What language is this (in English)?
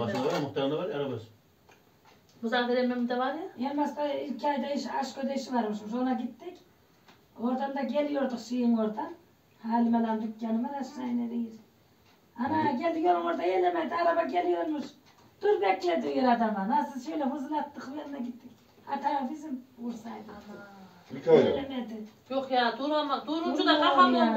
Turkish